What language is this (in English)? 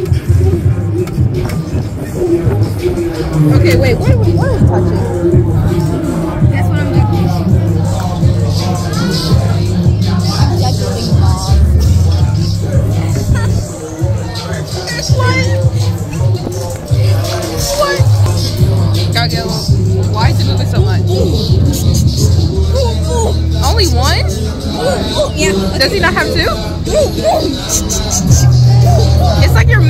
English